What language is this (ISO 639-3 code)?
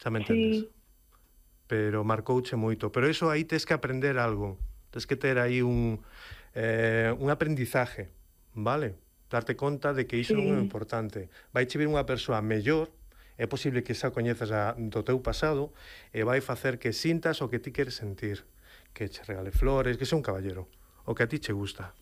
glg